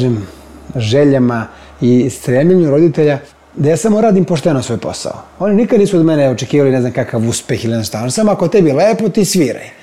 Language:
Serbian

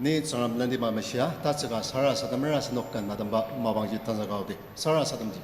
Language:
Ao Naga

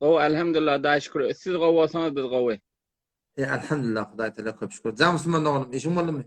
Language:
Turkmen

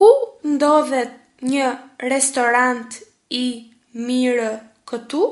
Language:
Albanian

